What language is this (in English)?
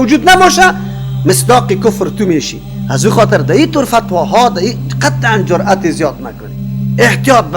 Persian